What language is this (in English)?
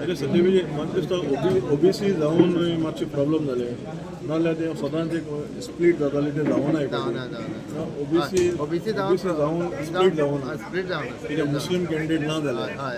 Konkani